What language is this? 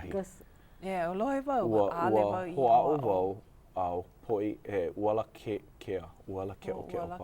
Hawaiian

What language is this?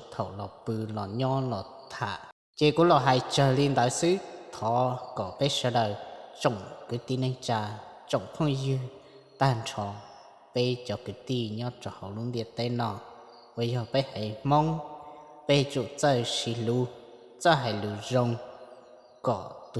Hmong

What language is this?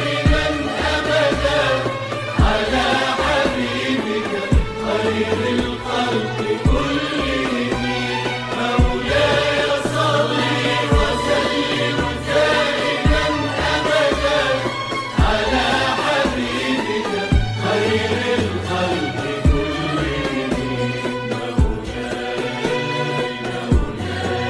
Arabic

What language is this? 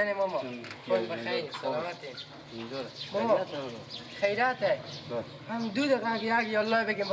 Persian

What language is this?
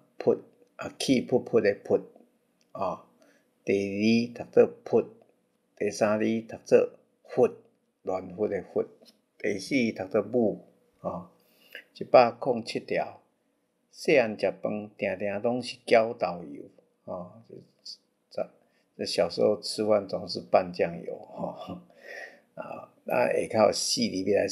Min Nan Chinese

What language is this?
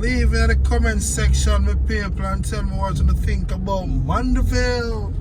Jamaican Creole English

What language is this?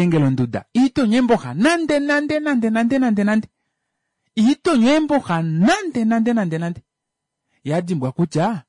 Kuanyama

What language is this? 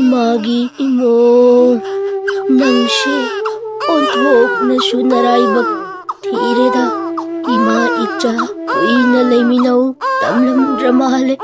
Manipuri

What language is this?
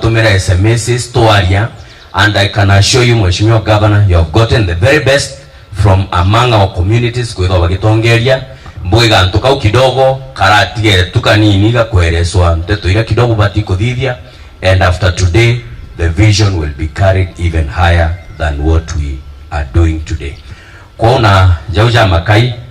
Meru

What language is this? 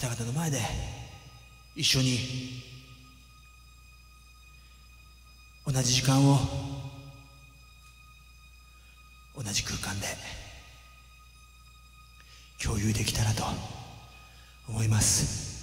Japanese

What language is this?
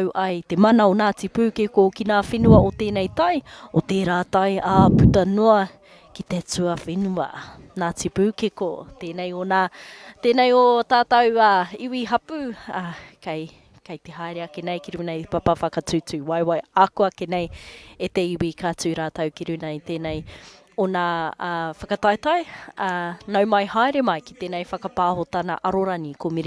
Māori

